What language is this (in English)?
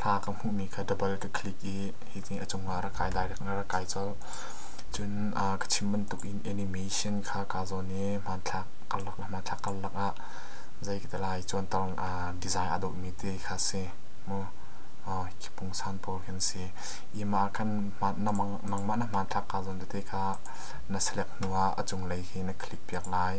Hakha Chin